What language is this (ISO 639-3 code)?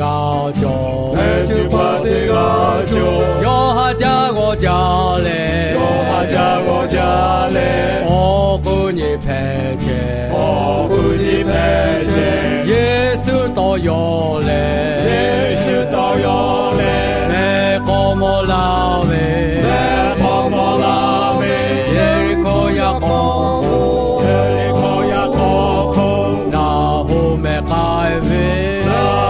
lhu